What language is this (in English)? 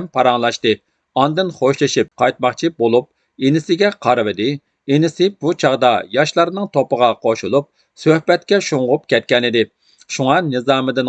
Uyghur